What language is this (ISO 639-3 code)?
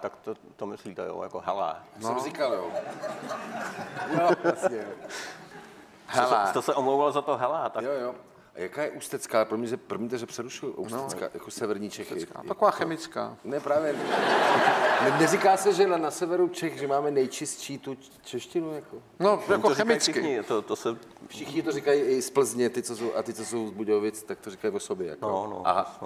ces